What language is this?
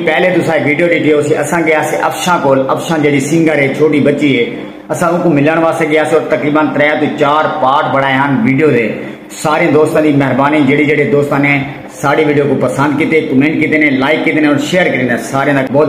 Saraiki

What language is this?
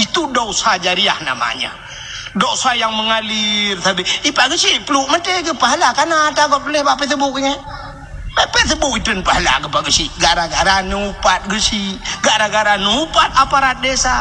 Achinese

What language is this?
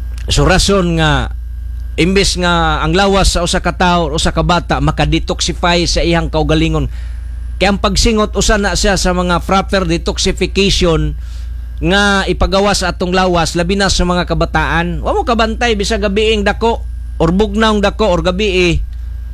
Cebuano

